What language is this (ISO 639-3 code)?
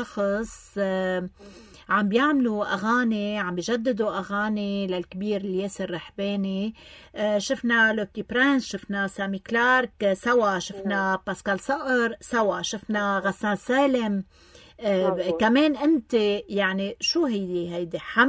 apc